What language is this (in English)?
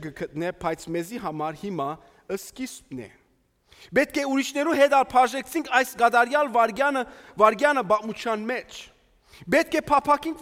Western Armenian